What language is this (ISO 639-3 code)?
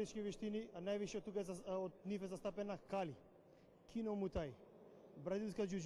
mkd